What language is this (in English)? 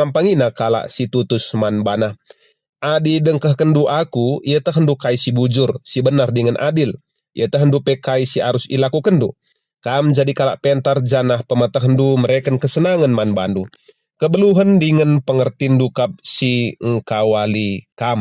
Batak Karo